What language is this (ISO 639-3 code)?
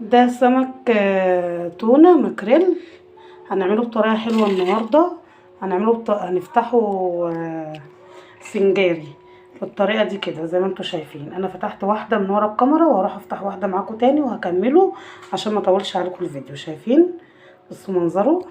arz